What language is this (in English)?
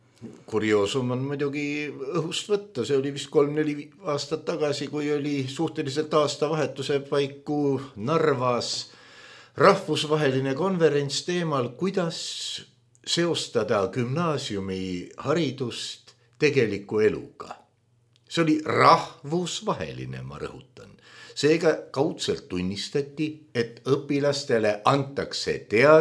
Estonian